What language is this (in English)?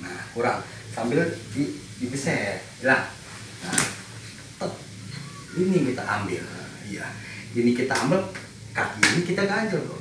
Betawi